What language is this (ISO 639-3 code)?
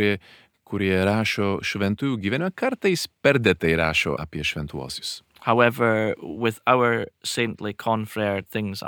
lit